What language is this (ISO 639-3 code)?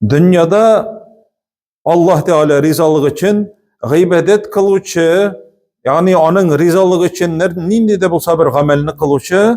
tat